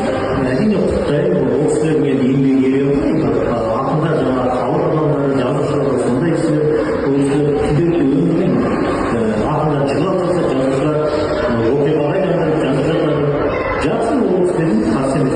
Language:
Kazakh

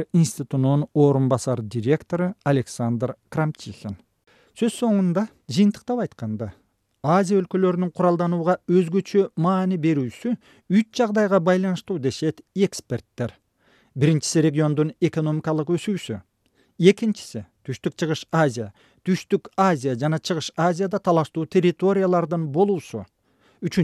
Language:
Kyrgyz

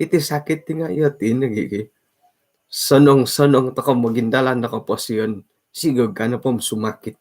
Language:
Central Dusun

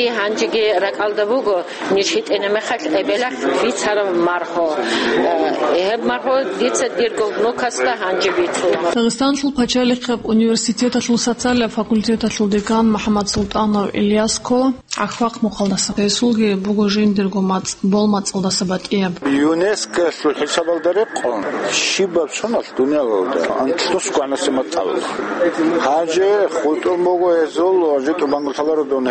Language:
Avaric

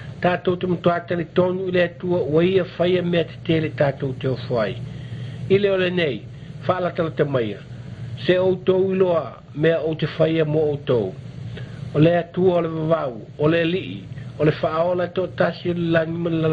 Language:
Samoan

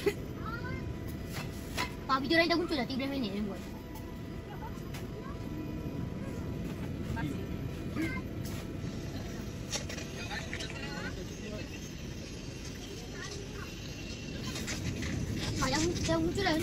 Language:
Malay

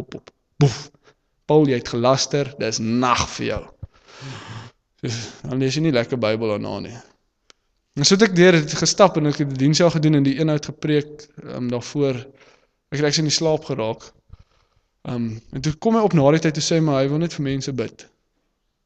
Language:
Afrikaans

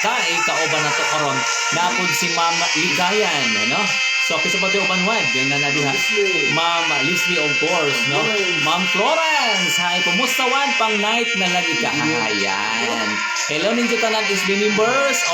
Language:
Cebuano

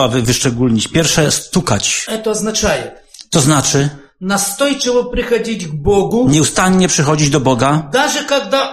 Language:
Polish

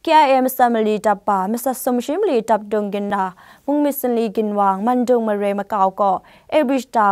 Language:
Kachin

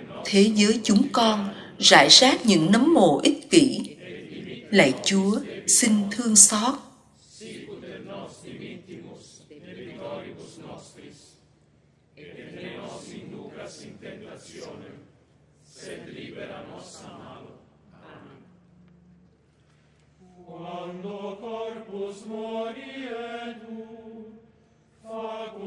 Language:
Vietnamese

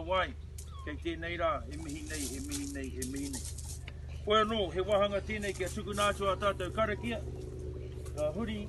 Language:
Māori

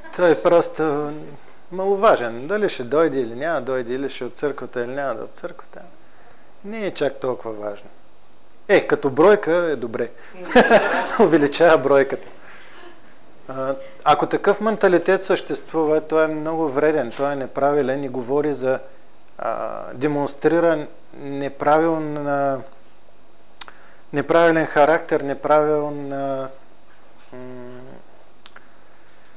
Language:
Bulgarian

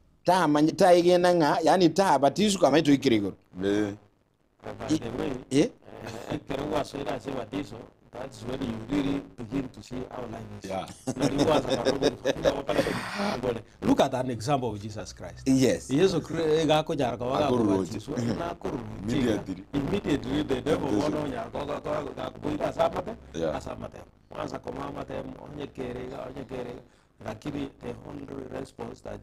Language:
Gusii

